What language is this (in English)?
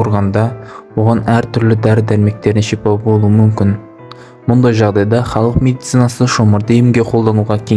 Kazakh